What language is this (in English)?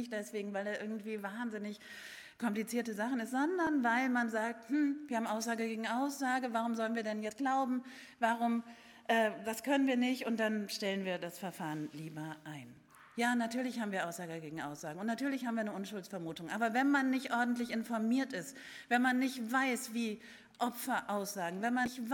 German